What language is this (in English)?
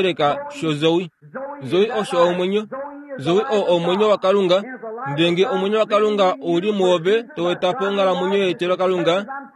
Kuanyama